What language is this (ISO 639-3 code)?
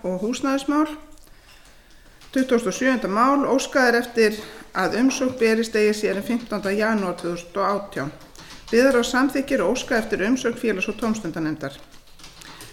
isl